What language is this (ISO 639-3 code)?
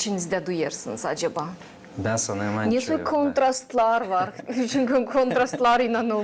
gag